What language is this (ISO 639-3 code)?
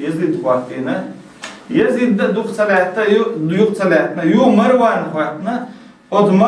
che